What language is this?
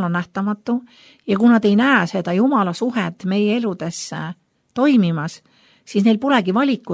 Estonian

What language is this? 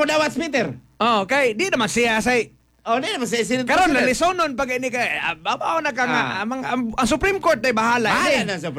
Cebuano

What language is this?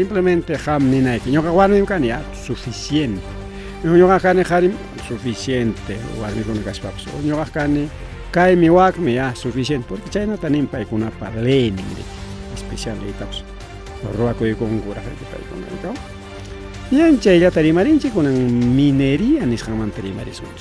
Ayacucho Quechua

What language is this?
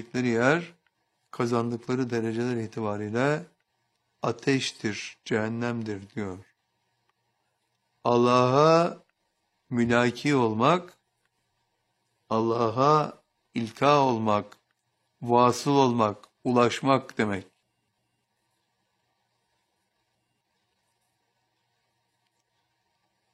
Turkish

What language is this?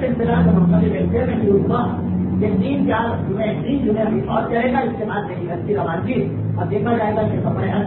Urdu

